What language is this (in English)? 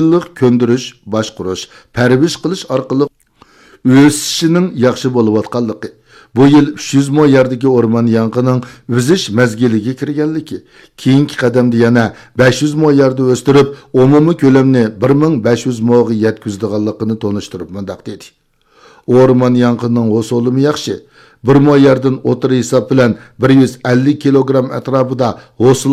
Uyghur